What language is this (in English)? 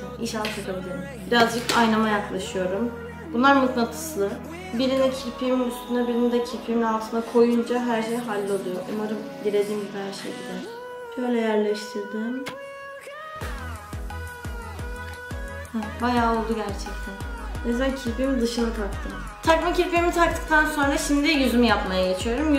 Turkish